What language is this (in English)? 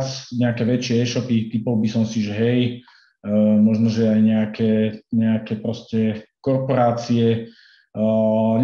Slovak